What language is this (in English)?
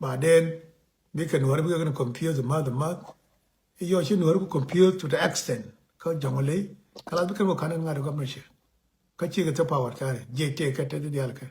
Nuer